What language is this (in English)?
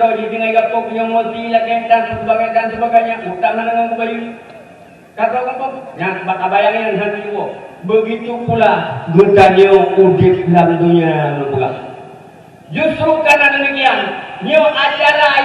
Achinese